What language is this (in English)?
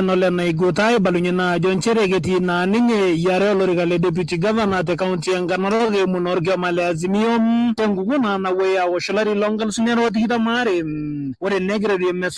Masai